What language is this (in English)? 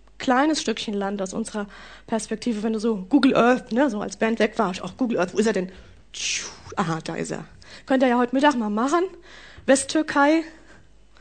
German